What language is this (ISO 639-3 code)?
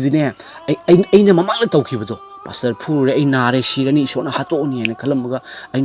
mni